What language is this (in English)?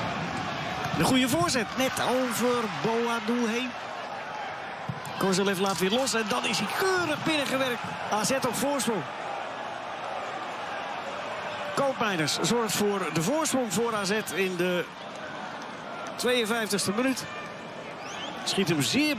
Dutch